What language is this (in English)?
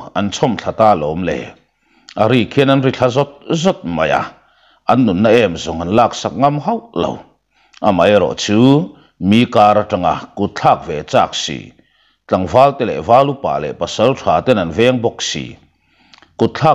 Mizo